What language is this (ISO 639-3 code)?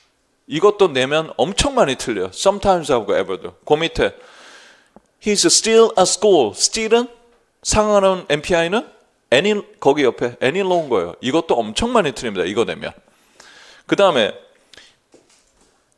kor